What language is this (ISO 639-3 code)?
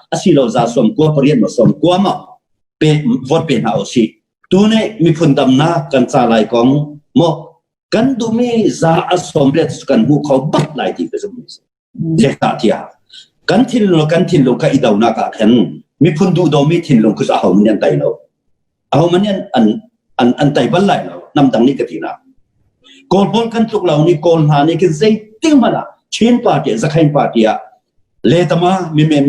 cnh